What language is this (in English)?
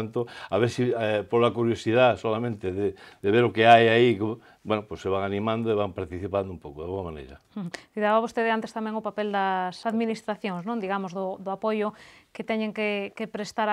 Galician